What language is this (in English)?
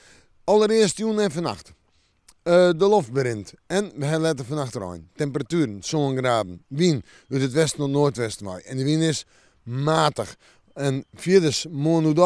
Western Frisian